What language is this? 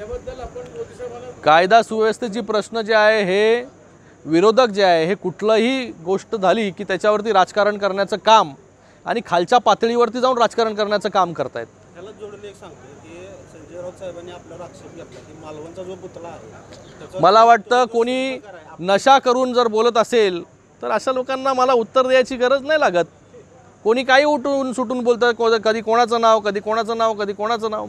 Marathi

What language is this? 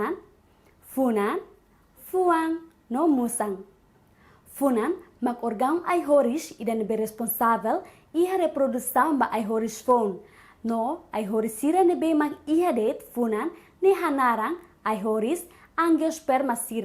Tetum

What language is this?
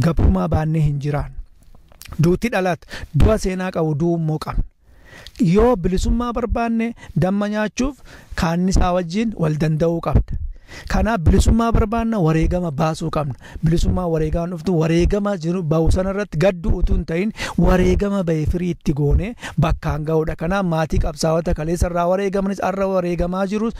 Oromo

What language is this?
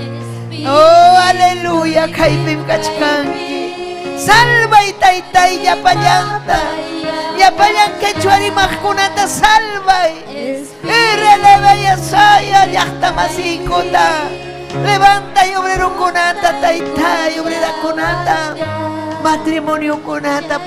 Ayacucho Quechua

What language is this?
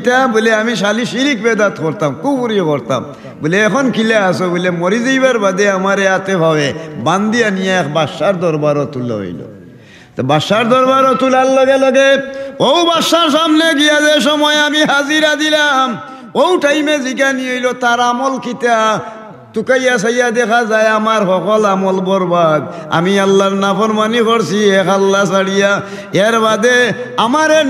Sylheti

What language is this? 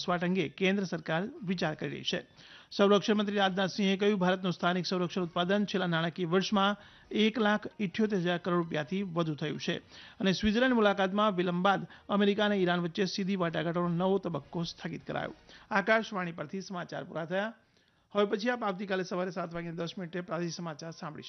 Gujarati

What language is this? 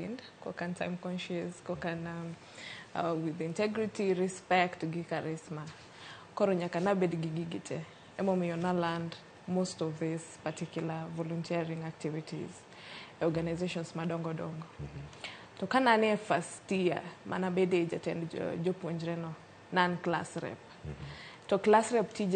Luo (Kenya and Tanzania)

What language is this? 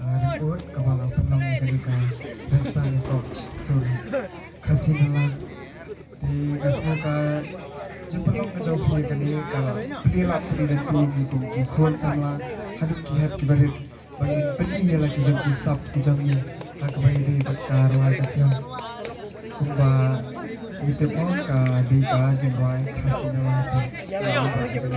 Khasi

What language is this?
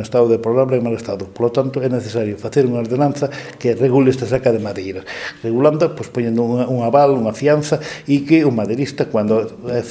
Galician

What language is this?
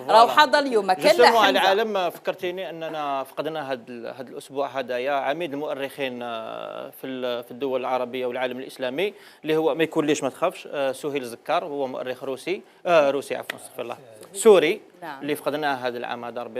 Algerian Arabic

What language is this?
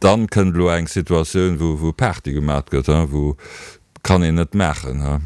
Luxembourgish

